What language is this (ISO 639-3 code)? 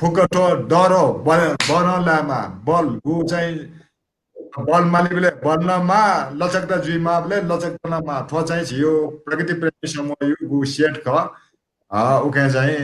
new